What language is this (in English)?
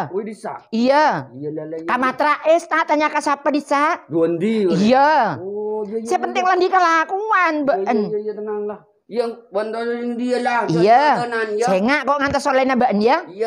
Madurese